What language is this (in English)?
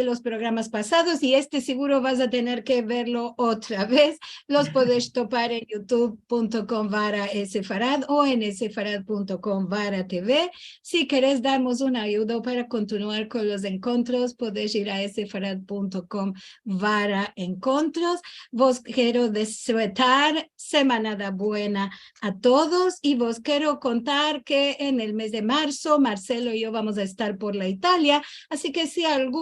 Ladino